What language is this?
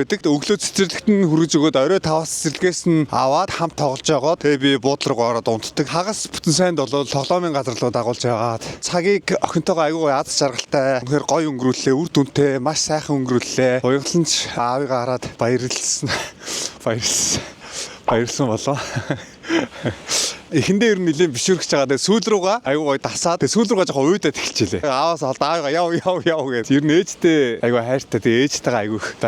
Mongolian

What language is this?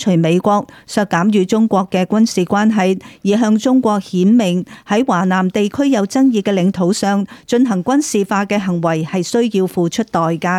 Cantonese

